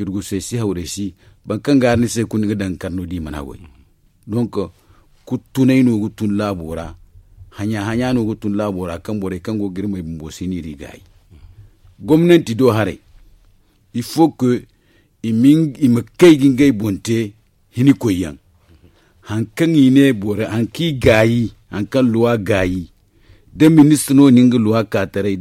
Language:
Zarma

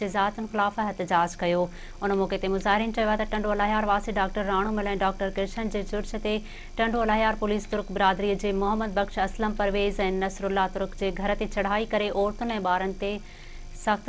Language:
Sindhi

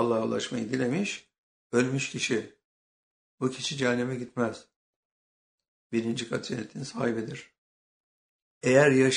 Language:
Turkish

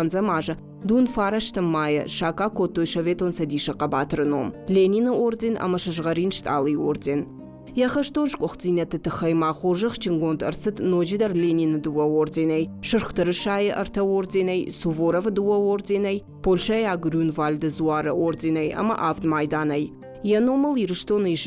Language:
Ossetic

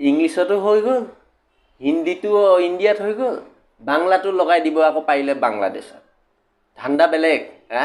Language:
Assamese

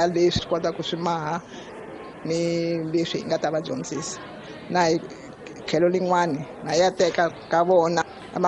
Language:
Tsonga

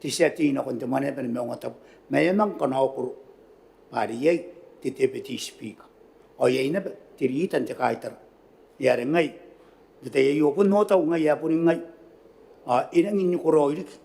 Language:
Gilbertese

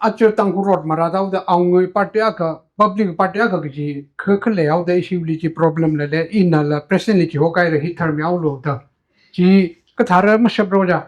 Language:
Tangkhul Naga (India)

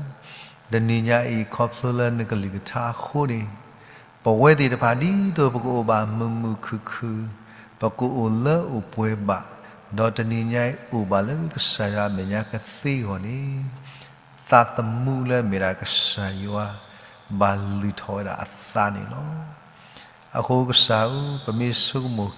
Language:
S'gaw Karen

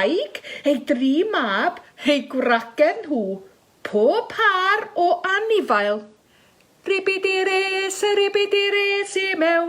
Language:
Welsh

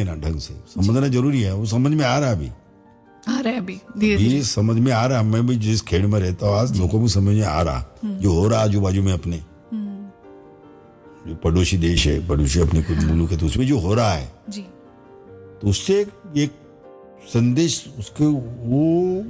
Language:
Hindi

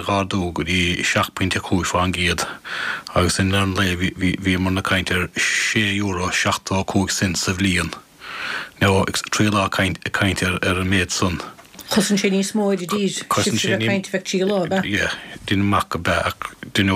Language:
Irish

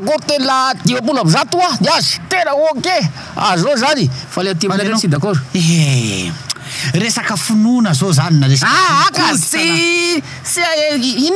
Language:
Malagasy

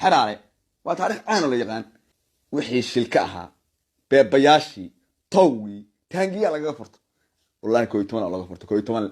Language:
Somali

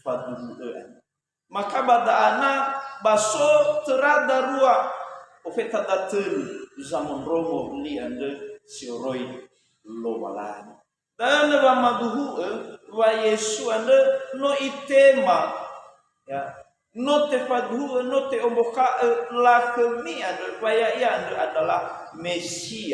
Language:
Nias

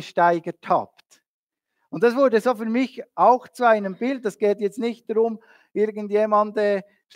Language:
Swiss German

